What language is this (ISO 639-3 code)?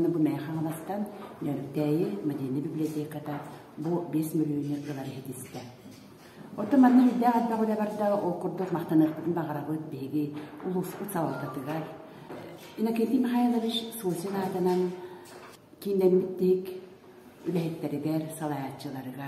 sah